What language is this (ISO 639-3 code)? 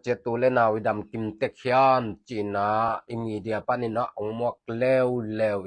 ctd